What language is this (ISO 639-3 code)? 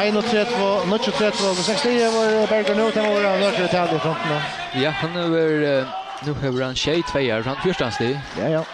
fao